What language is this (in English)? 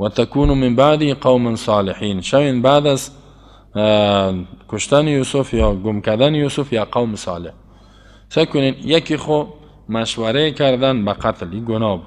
Persian